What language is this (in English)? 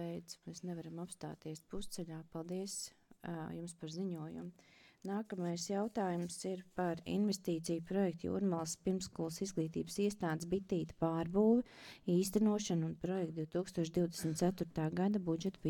Latvian